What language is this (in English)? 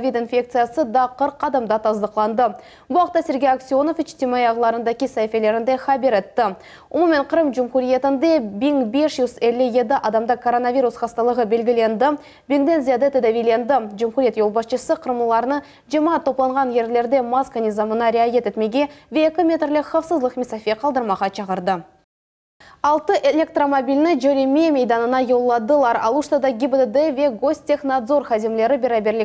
Crimean Tatar